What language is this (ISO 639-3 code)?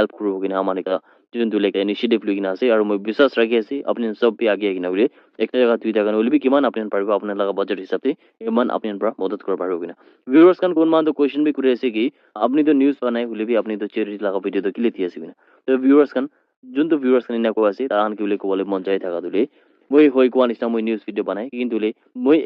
nag